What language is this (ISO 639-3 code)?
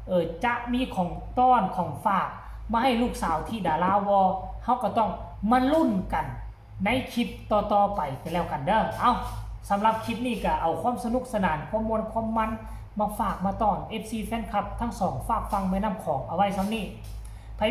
tts